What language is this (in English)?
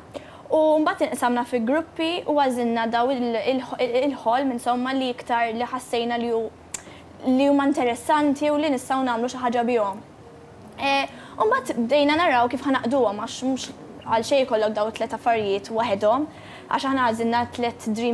Maltese